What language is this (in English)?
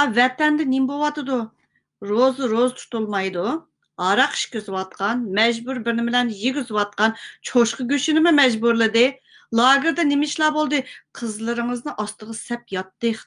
Uyghur